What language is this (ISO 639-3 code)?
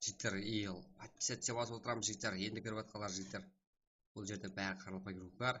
kaa